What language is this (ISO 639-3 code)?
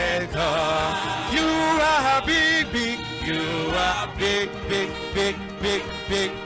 ewe